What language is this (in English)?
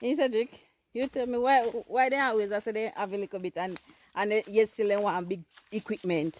Jamaican Creole English